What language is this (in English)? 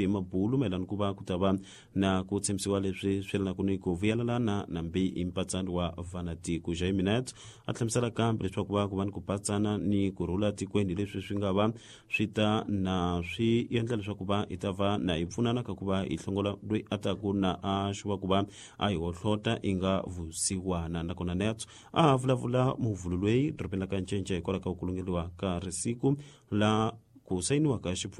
Tsonga